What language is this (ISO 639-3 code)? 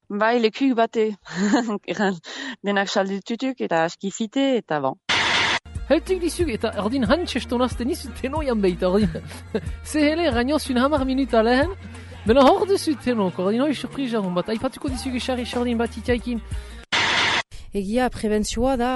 eus